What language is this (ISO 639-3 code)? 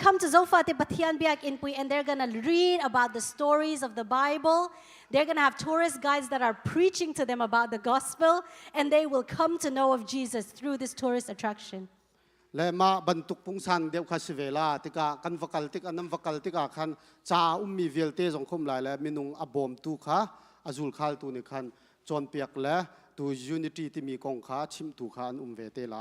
cnh